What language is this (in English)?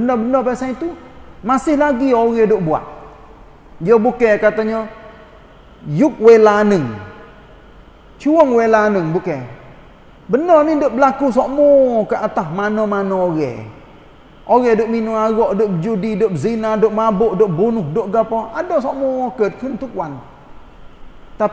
Malay